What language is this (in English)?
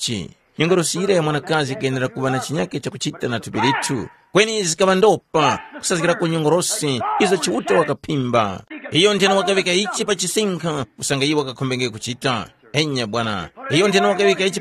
Tumbuka